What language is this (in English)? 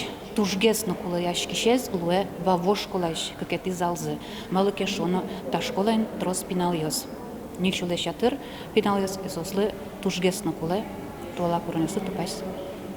Udmurt